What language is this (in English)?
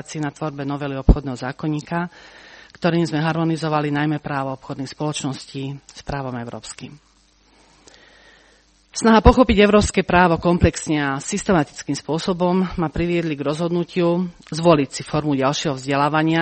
Slovak